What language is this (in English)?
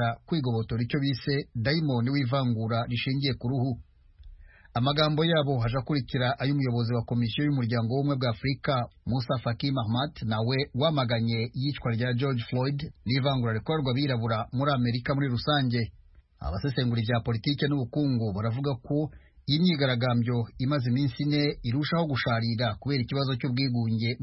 Kinyarwanda